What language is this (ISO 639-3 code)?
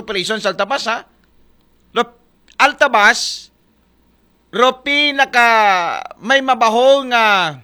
akl